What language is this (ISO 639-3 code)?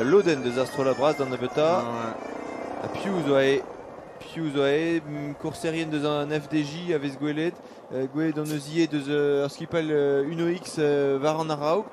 bre